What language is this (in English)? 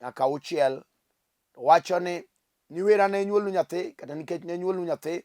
Luo (Kenya and Tanzania)